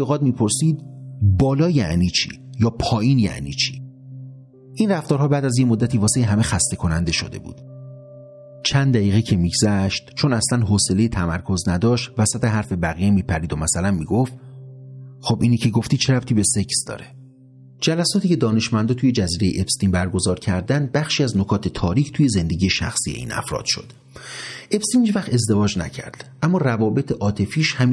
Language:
Persian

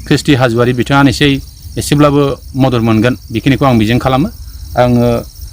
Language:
Bodo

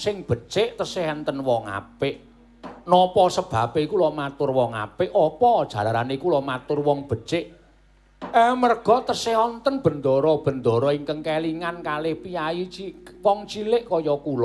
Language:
Javanese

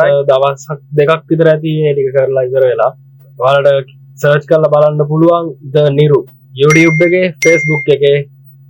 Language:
Sinhala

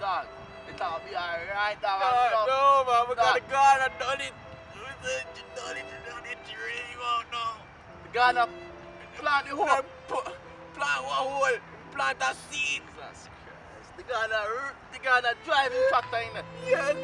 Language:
Jamaican Creole English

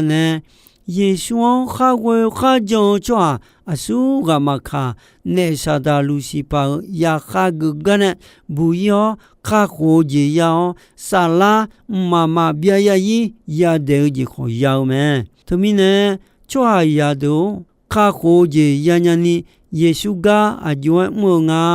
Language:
Akha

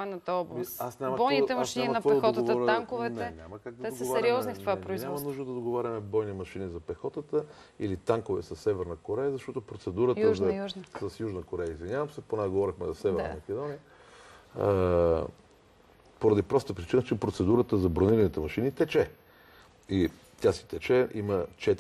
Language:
Bulgarian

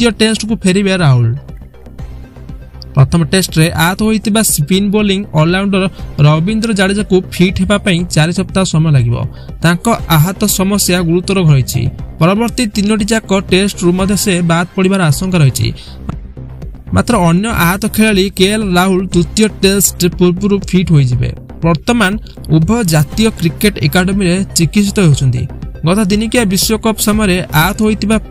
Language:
Odia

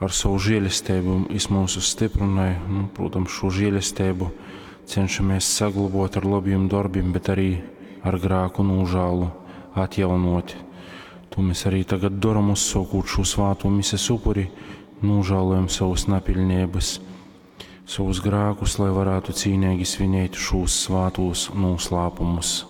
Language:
Latgalian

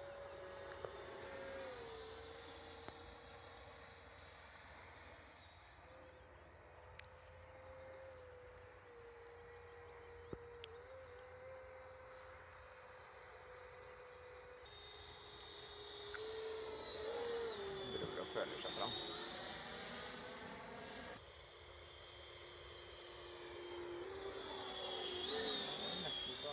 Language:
Norwegian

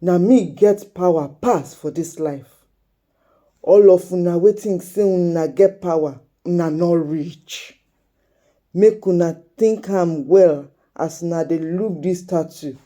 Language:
Nigerian Pidgin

